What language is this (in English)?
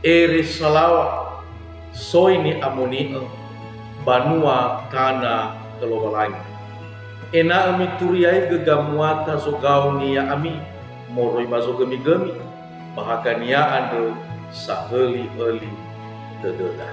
Nias